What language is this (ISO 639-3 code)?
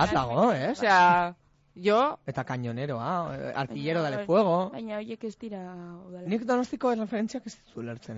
eus